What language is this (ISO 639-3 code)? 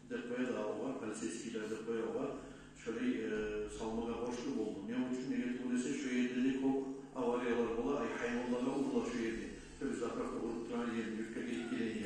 kum